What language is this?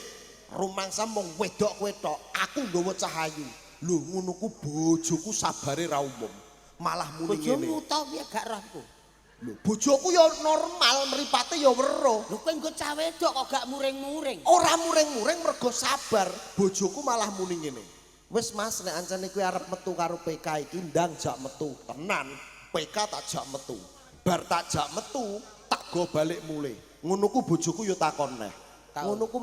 Javanese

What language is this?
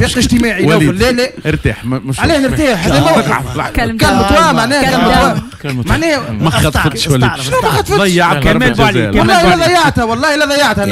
Tunisian Arabic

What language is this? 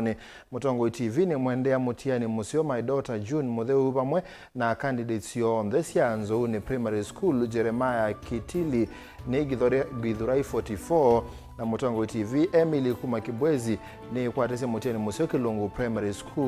Kamba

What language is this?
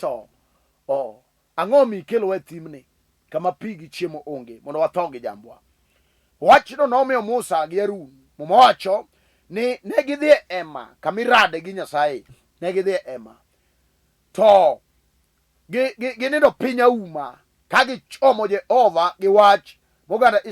Luo (Kenya and Tanzania)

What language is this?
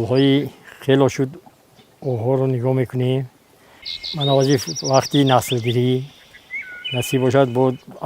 Tajik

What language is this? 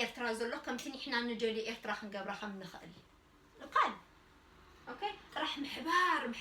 Tigrinya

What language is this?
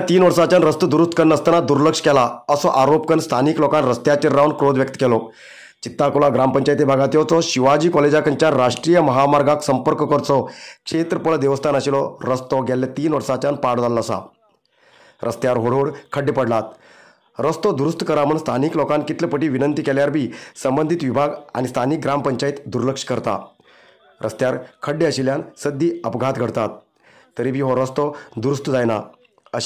Konkani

